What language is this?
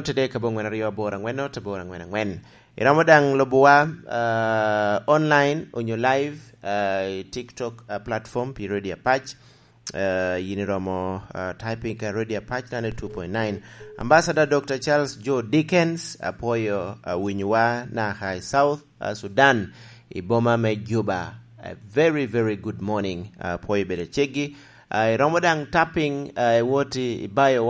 Lango (Uganda)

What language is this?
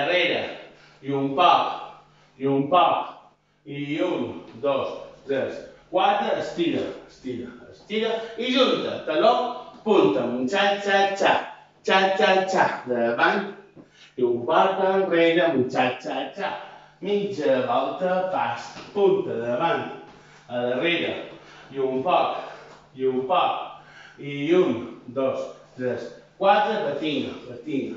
Catalan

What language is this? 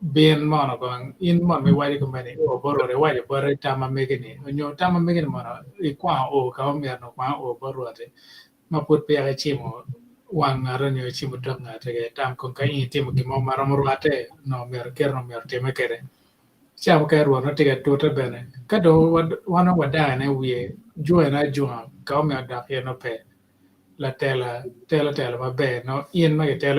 Acoli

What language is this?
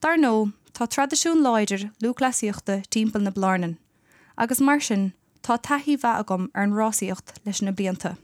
Irish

